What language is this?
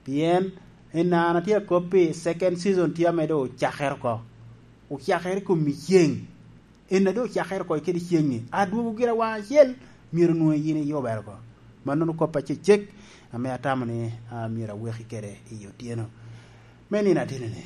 Lango (Uganda)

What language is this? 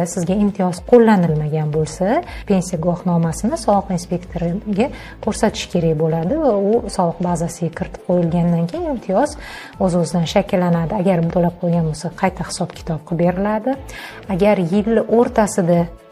Uzbek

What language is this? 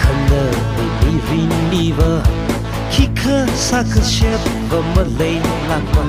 Tangkhul Naga (India)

